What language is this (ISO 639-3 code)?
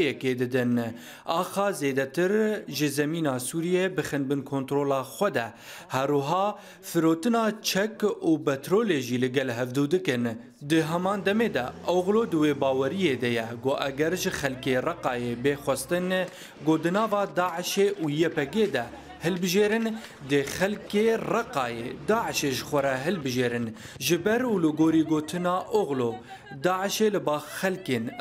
kur